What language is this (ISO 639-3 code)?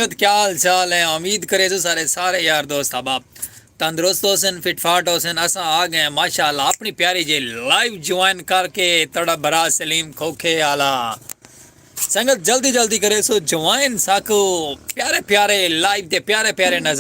skr